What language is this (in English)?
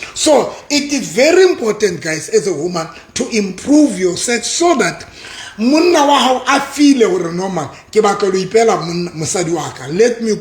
Southern Sotho